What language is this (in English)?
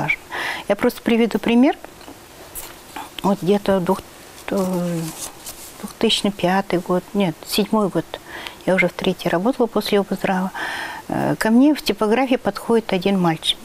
Russian